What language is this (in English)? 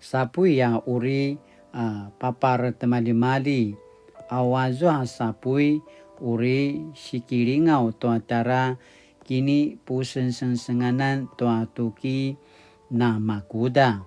Paiwan